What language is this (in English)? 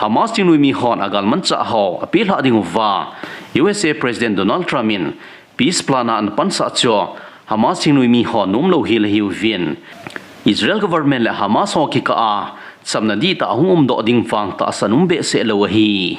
Thado Chin